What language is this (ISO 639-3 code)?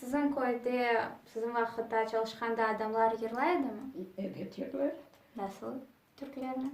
crh